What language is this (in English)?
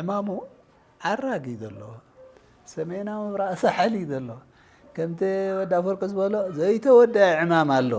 Tigrinya